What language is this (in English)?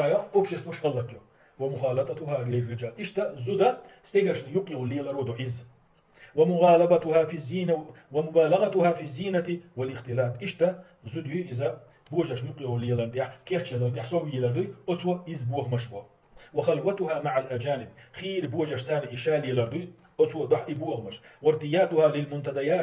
Chechen